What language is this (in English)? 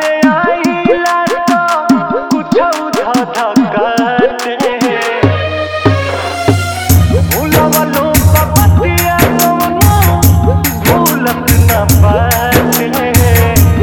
Bhojpuri